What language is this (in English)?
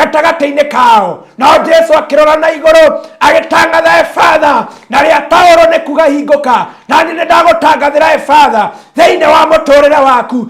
Kikuyu